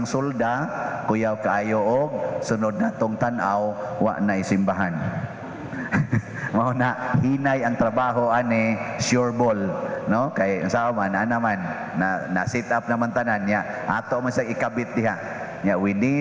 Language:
Cebuano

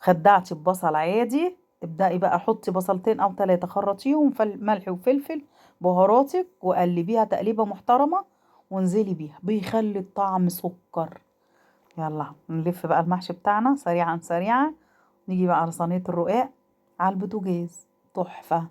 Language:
Egyptian Arabic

